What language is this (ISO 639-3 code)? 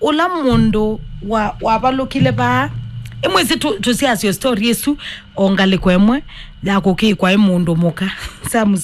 kam